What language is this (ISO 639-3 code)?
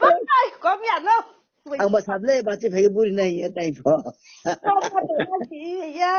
ria